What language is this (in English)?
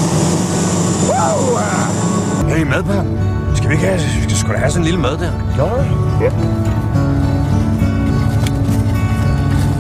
Danish